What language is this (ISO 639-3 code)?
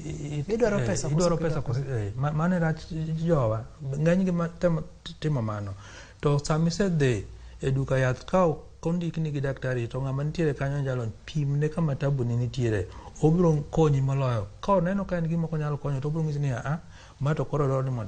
luo